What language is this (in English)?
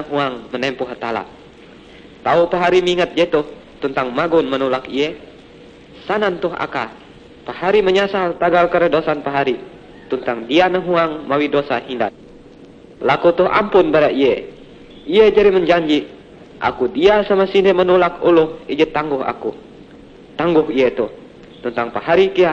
Ngaju